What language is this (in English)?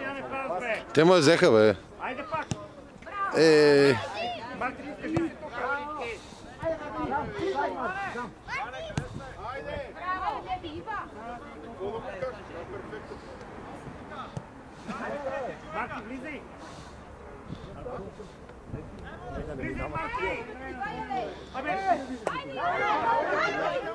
Bulgarian